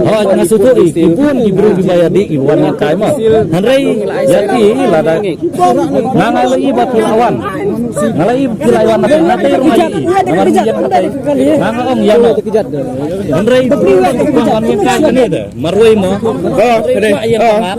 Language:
Khasi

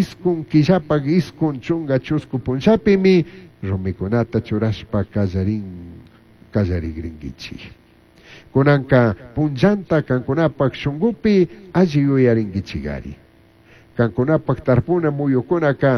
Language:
Chimborazo Highland Quichua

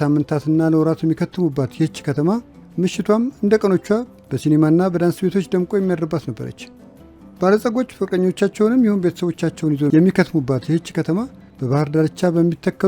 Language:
Amharic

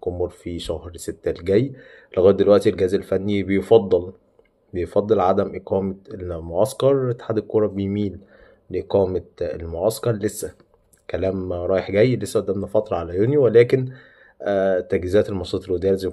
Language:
Egyptian Arabic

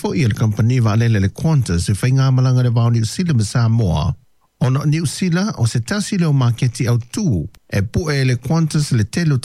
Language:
Samoan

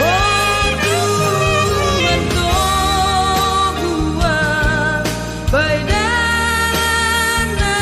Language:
Batak Simalungun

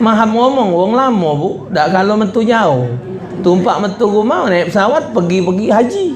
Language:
Musi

